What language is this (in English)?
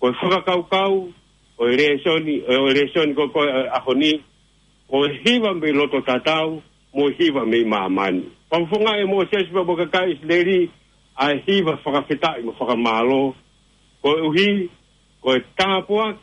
Tongan